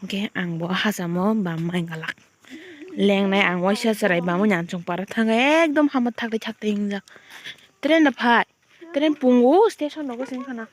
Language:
Kok Borok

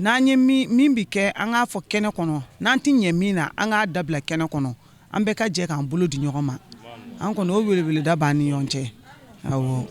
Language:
Bambara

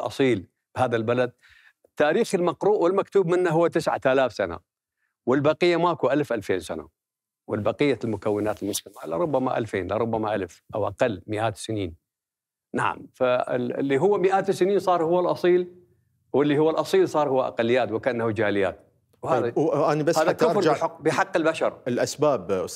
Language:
Mesopotamian Arabic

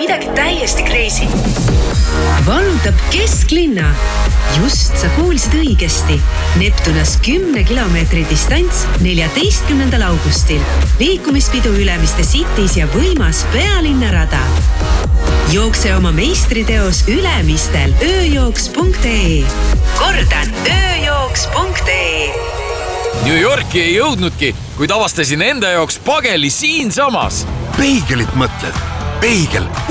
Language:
Estonian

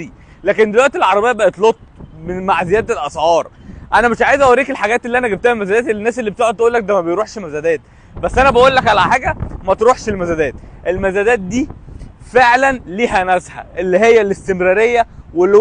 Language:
Egyptian Arabic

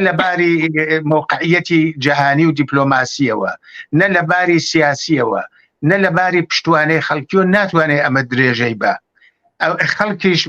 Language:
Central Kurdish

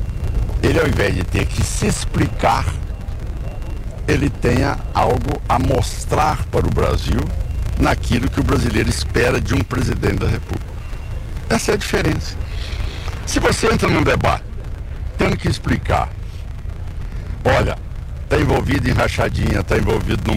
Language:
Portuguese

